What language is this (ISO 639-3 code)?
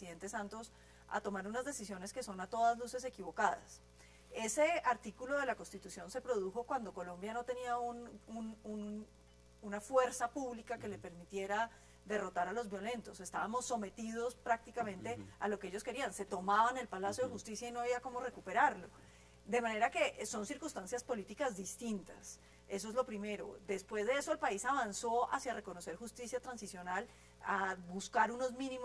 spa